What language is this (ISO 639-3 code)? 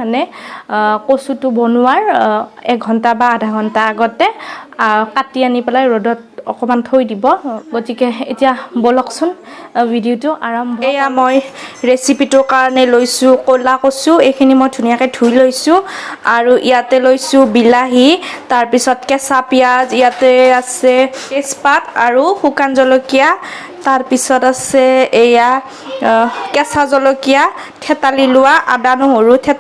asm